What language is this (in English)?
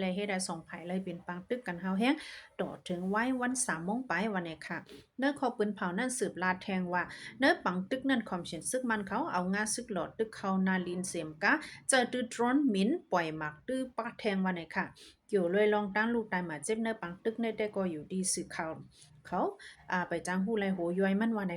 Shan